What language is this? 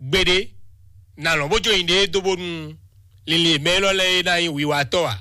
Fon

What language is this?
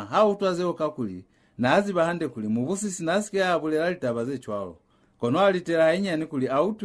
Lozi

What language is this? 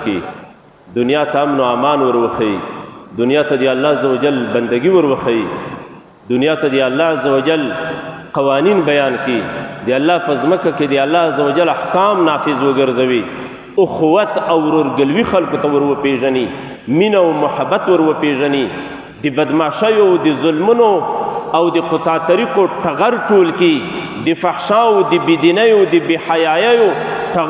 Pashto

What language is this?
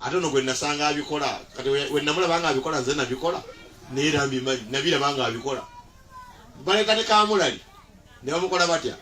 Ganda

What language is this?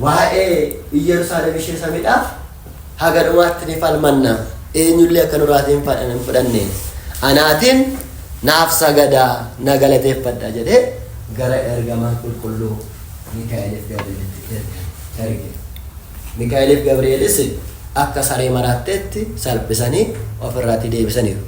Oromo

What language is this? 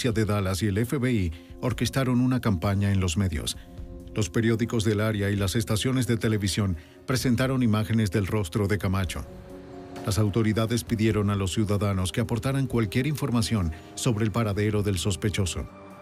Spanish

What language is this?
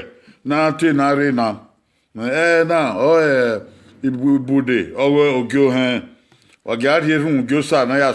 Bini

